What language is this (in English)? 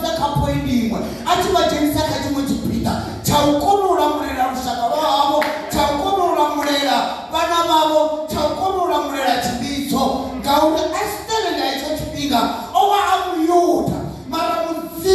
Venda